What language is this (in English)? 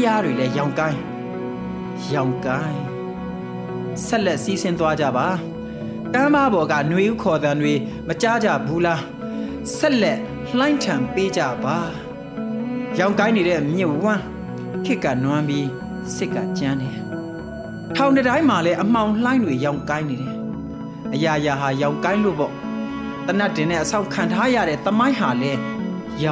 Burmese